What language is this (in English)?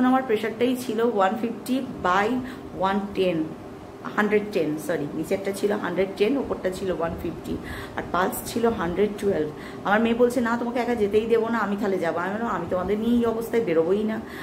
Bangla